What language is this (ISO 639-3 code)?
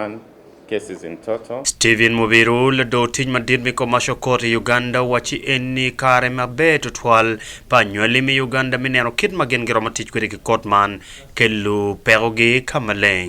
ach